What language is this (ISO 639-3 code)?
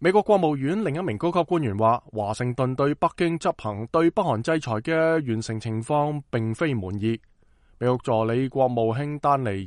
yue